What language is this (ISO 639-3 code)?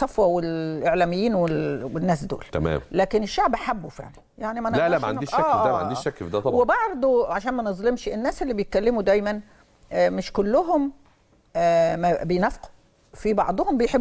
arz